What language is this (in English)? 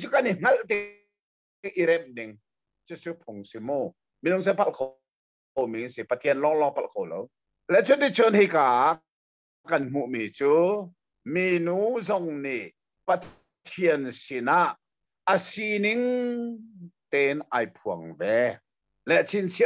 Hakha Chin